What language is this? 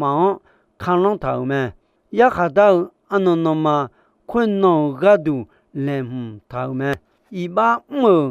Akha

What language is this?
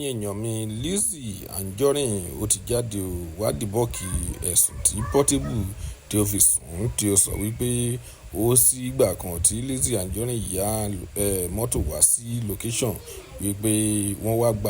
Yoruba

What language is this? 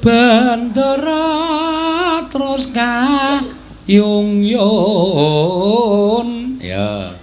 Javanese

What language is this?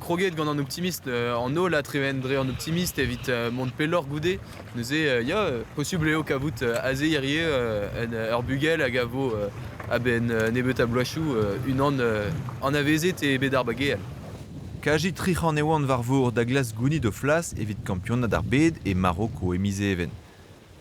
Breton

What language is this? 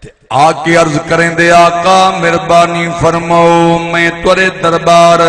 Saraiki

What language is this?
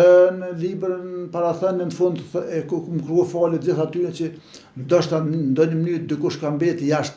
Albanian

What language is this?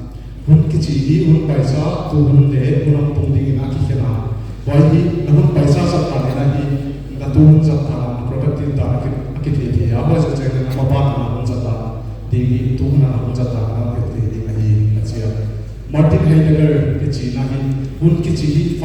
Paite Chin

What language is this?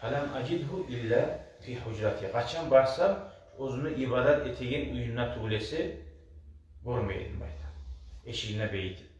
Kumyk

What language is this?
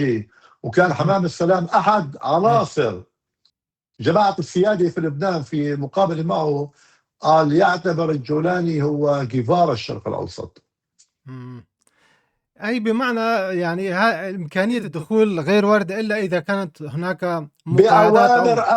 North Levantine Arabic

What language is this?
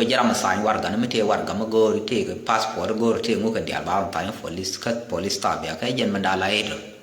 Nuer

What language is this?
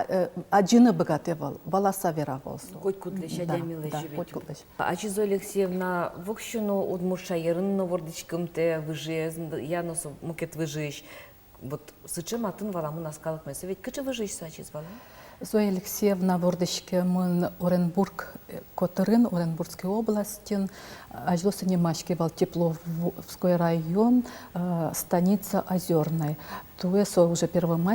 Udmurt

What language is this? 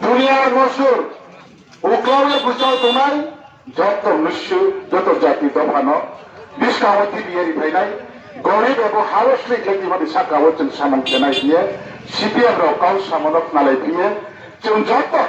Riang (India)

